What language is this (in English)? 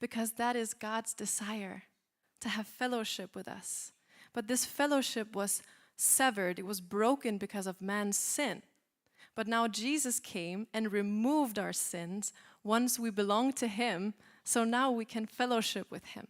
English